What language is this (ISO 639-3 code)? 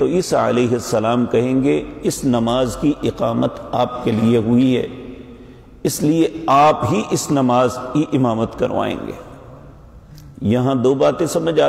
urd